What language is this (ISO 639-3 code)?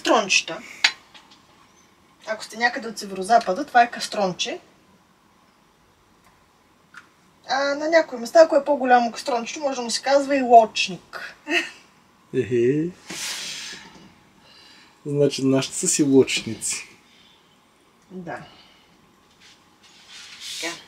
bul